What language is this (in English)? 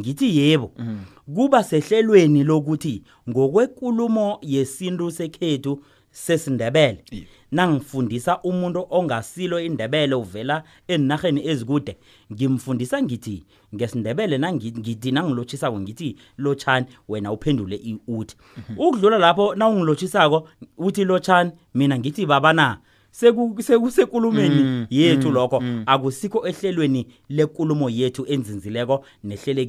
South Ndebele